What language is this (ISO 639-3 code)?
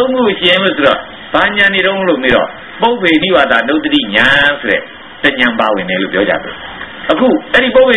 mya